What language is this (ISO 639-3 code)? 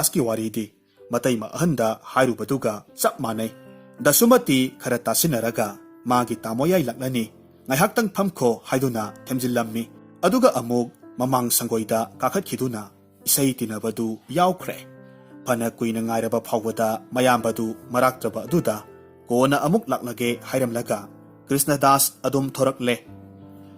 mni